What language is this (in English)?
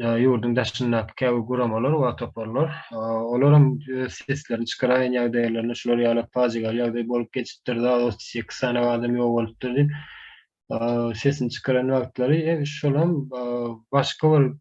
Turkmen